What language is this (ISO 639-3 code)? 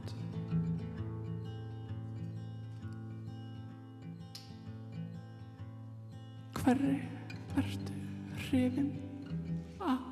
isl